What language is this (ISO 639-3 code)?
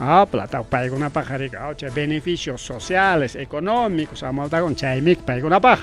quy